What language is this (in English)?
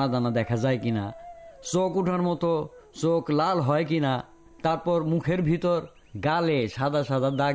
Bangla